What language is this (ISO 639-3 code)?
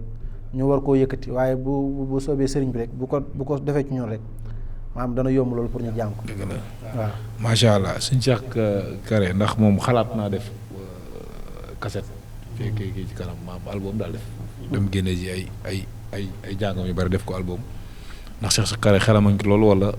wol